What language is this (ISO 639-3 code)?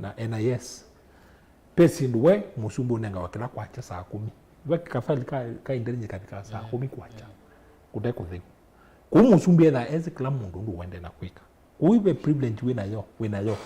kam